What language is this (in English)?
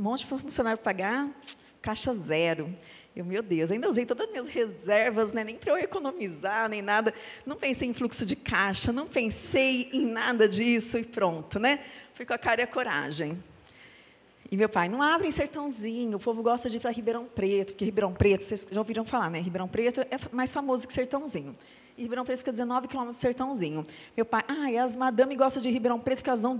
Portuguese